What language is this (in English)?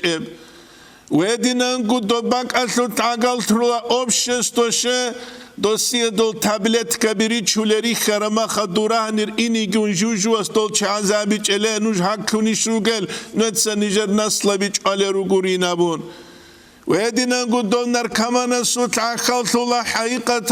Avaric